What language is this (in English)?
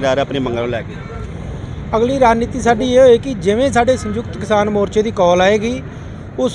Punjabi